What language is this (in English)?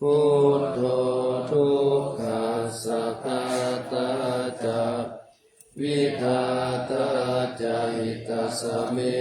Pali